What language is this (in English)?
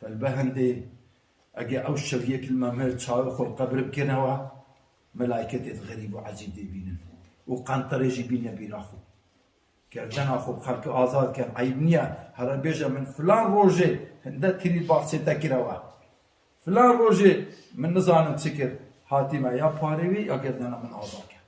Kurdish